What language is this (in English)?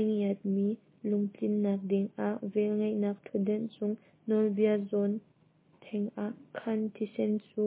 Hakha Chin